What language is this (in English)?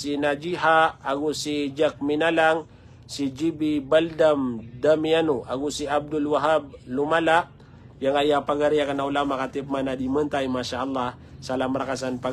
Maranao